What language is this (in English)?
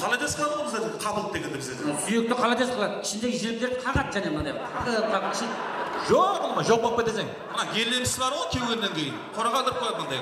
Kara-Kalpak